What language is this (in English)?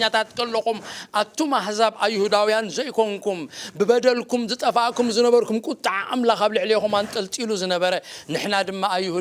Tigrinya